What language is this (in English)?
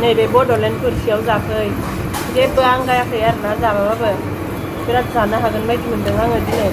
Bodo